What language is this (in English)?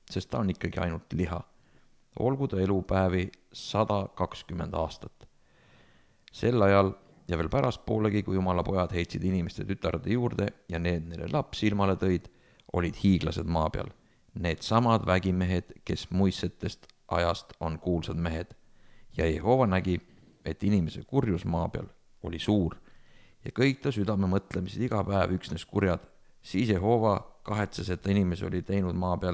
Estonian